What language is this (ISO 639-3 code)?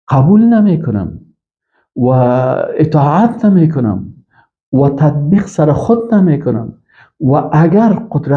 fas